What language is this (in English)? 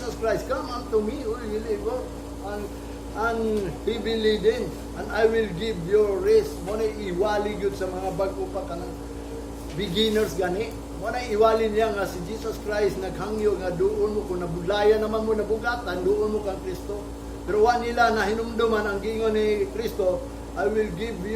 Cebuano